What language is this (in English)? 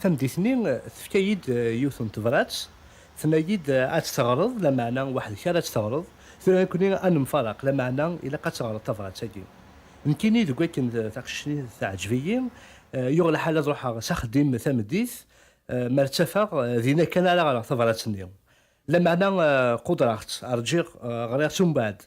Kabyle